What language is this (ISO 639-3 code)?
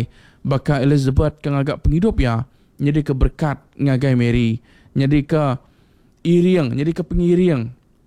iba